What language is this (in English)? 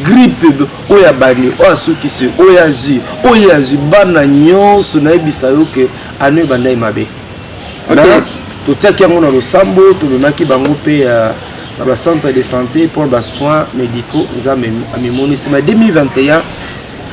Lingala